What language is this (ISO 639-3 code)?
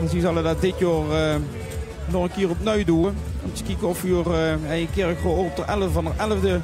lim